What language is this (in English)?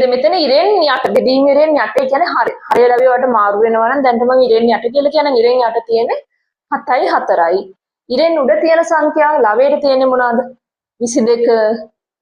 Sinhala